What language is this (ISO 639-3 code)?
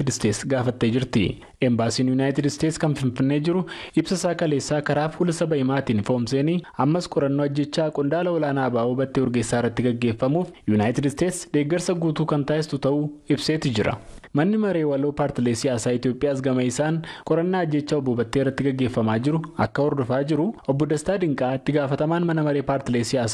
orm